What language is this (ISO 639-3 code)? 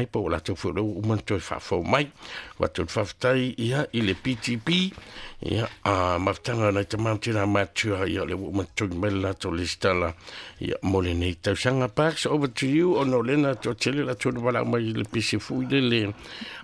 smo